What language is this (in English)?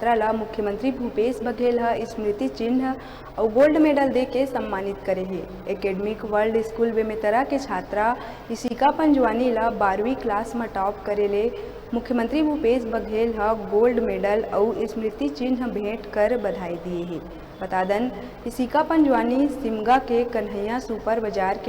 Chhattisgarhi